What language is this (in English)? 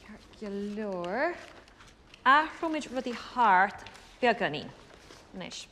Irish